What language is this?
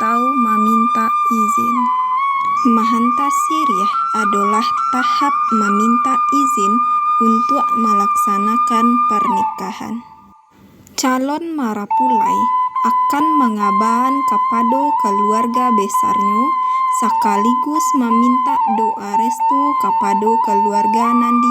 Minangkabau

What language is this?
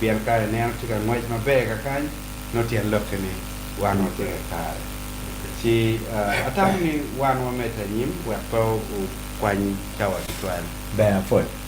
Acoli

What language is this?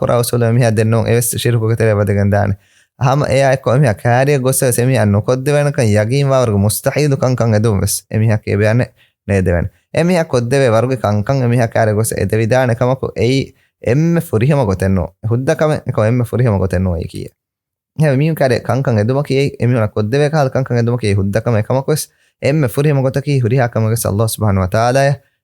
Divehi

